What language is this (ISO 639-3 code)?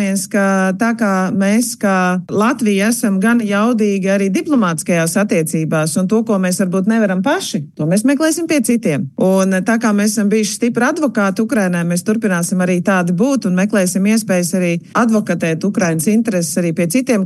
lav